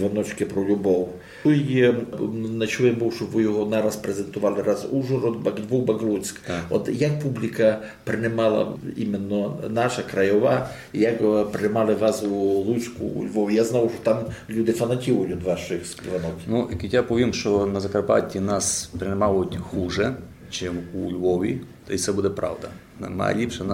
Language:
Rusyn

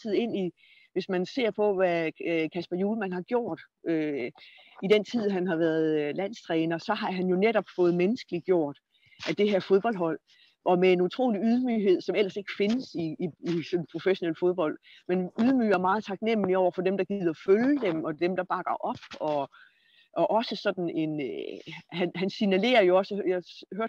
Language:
Danish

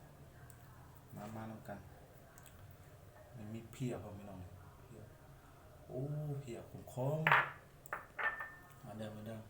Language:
Lao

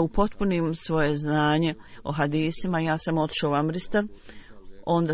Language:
Bosnian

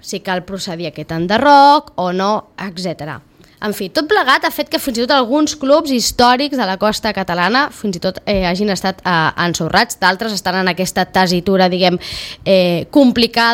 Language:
Catalan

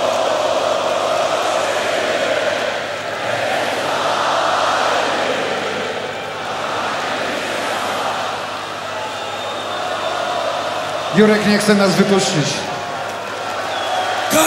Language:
Polish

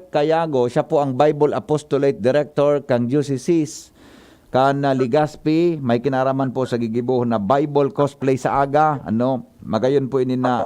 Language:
Bikol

